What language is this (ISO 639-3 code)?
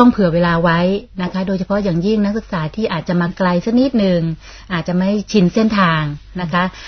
tha